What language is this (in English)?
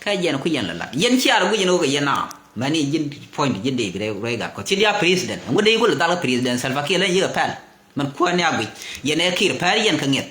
Nuer